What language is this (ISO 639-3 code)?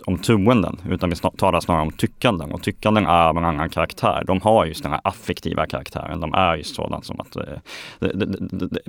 swe